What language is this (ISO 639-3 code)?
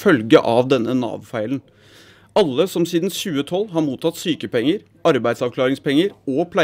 nor